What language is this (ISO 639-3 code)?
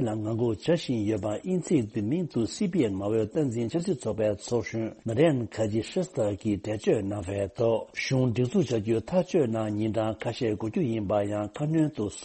bod